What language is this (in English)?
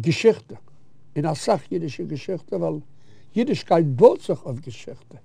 Yiddish